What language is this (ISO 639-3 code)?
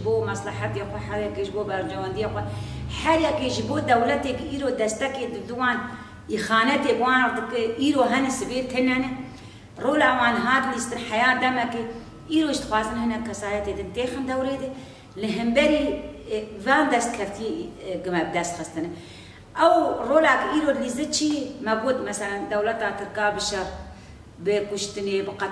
kur